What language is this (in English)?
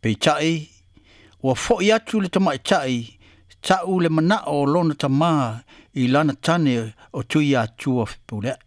Samoan